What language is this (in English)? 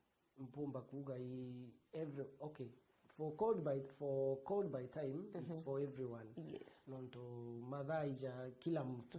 Meru